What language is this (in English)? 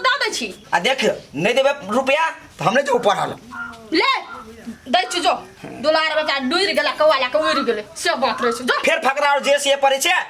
Maithili